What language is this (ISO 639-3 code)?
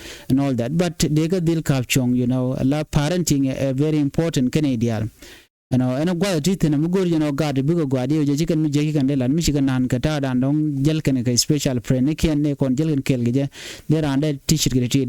nus